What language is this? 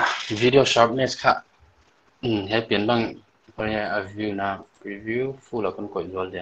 Paite Chin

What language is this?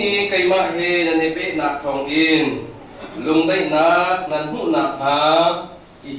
Hakha Chin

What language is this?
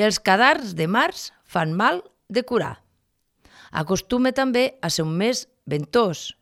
Catalan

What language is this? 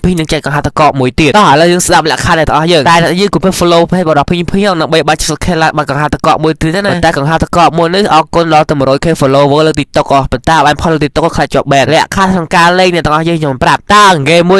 Khmer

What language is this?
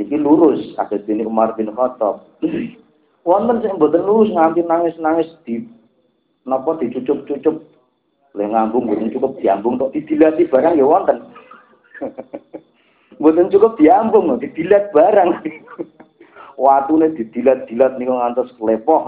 Javanese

